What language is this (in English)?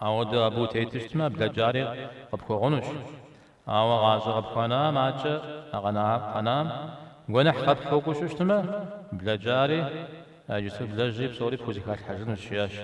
Kabardian